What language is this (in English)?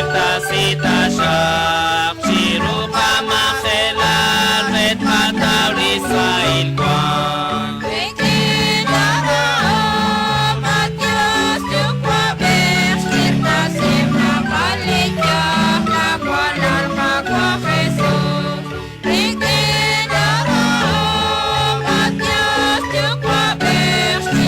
Kekchí